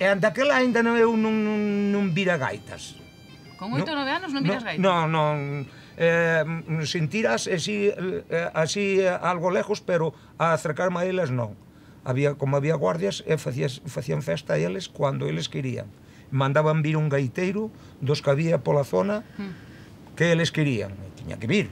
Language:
Galician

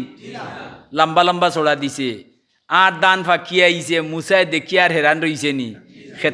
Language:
Sylheti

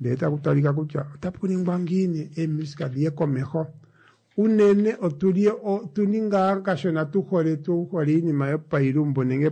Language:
Kuanyama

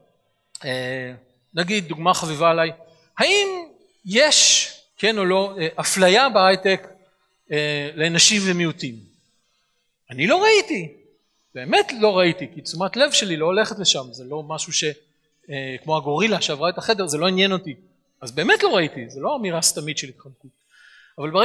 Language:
Hebrew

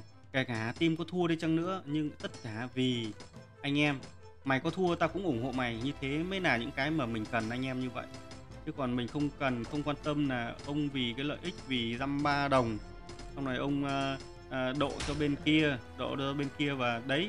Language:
Vietnamese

